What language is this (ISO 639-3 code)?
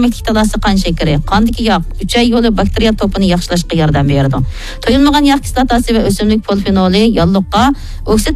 uig